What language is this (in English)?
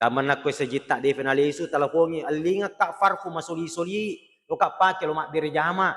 Buginese